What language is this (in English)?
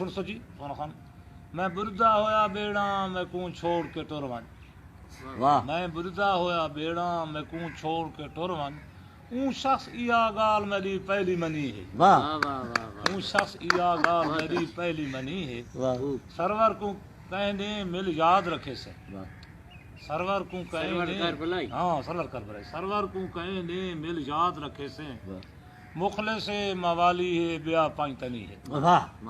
Saraiki